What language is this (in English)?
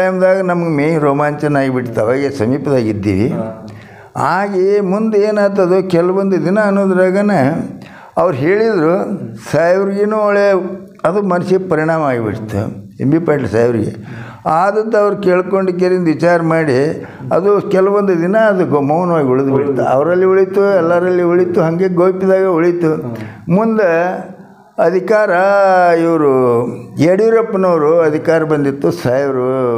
Kannada